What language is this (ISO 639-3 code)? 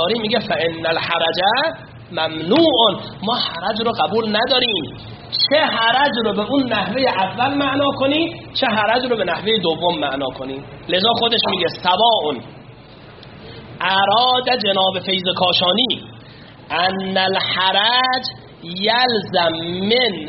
fas